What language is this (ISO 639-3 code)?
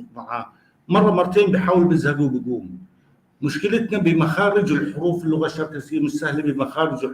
apc